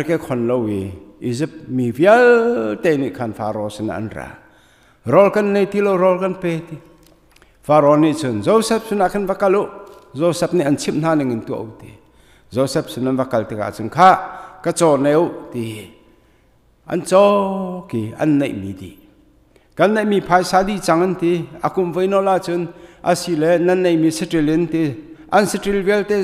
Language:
Hakha Chin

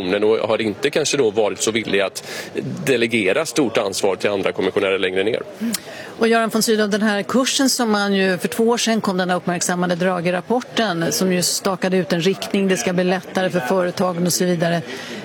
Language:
Swedish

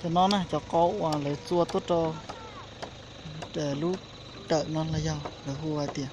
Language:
Hmong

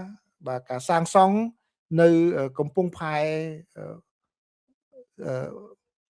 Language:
Khmer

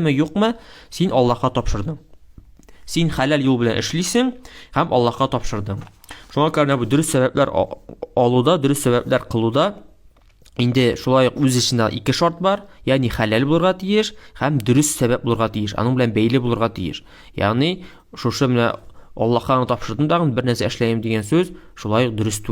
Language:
Tatar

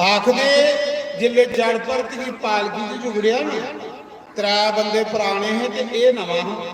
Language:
Dogri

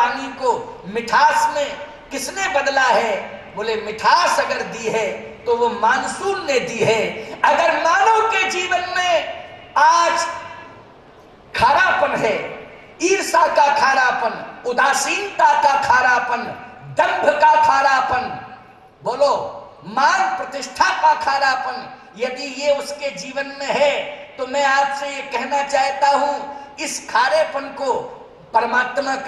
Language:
Hindi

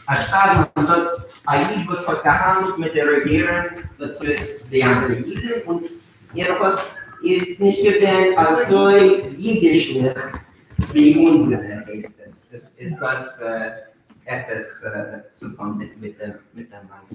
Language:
Yiddish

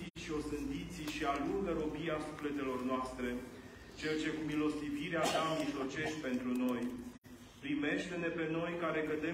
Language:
Romanian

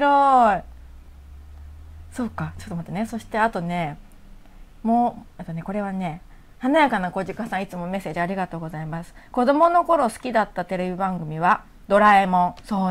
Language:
Japanese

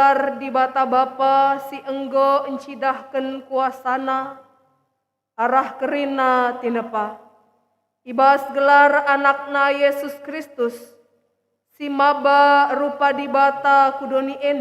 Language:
Batak Karo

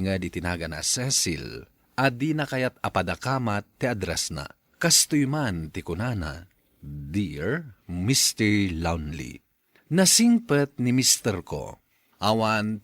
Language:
Iloko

